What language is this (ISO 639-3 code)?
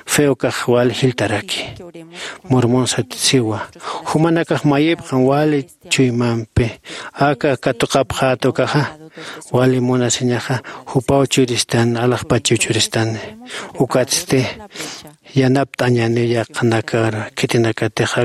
aym